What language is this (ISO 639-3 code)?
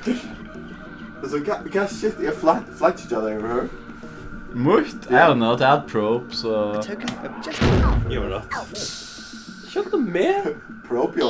fao